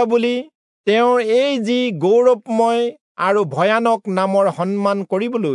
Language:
Assamese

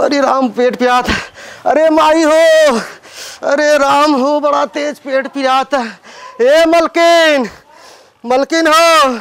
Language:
Awadhi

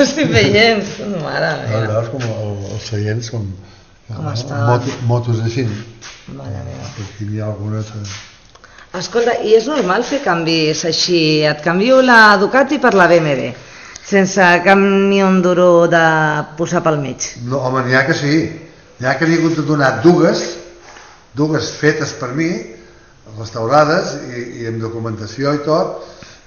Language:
Catalan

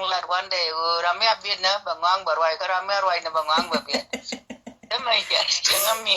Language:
Nuer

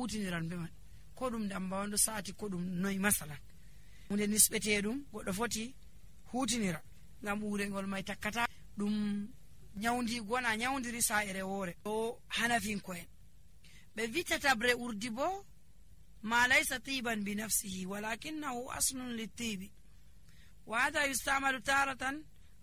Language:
Nigerian Fulfulde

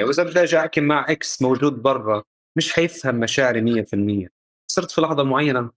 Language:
North Levantine Arabic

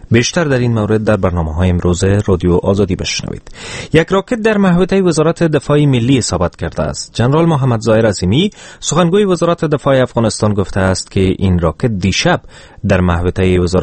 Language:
Persian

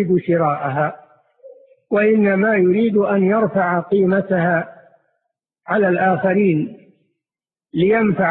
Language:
Arabic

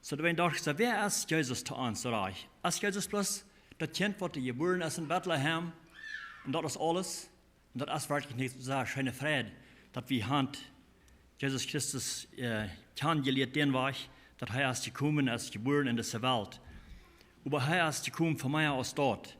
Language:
Plautdietsch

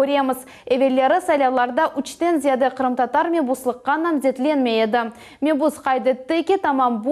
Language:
Crimean Tatar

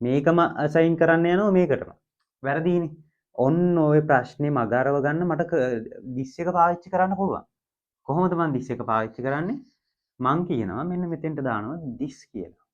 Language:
Sinhala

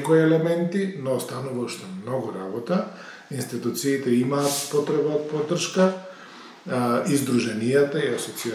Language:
Macedonian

